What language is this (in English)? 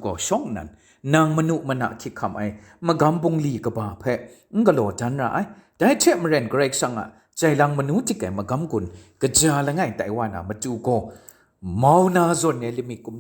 Kachin